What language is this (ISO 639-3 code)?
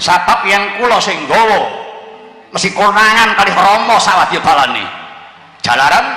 jav